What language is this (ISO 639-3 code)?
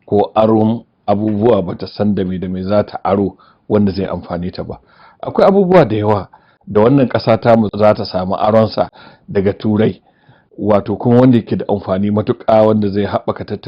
hau